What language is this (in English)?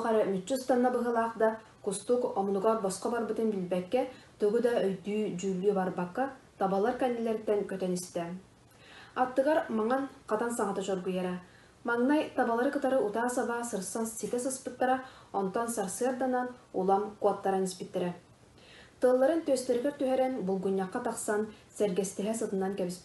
Yakut